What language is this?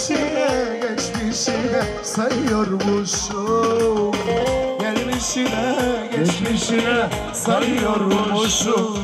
Turkish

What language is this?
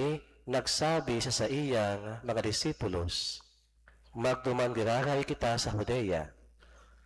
Bikol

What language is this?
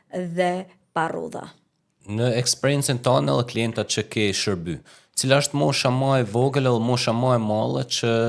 Albanian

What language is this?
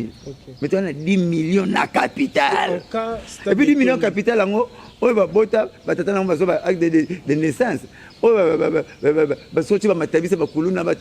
Lingala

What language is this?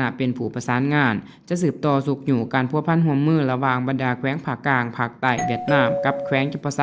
Lao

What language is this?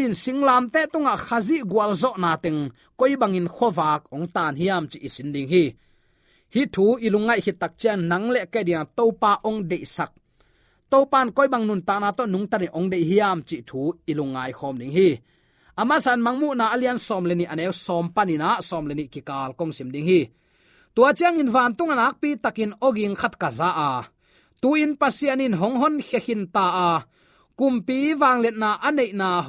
Tedim Chin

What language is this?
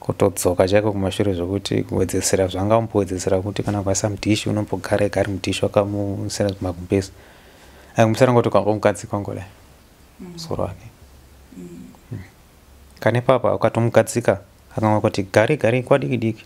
Shona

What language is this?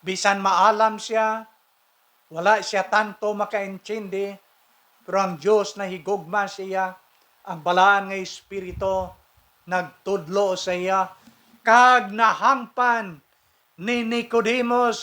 Hiligaynon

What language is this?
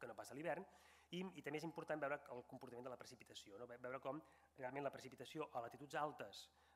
Catalan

